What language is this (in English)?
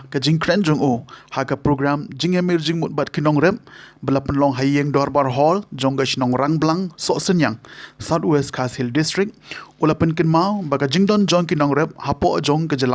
Khasi